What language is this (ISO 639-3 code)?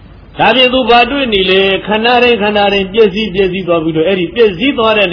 mya